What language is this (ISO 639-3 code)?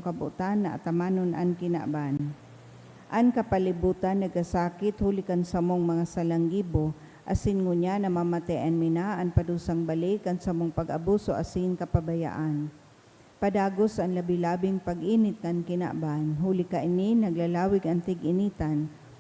bik